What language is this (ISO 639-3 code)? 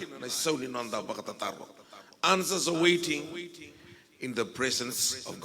fij